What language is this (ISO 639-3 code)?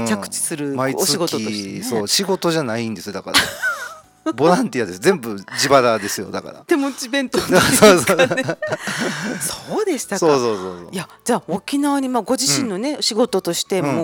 jpn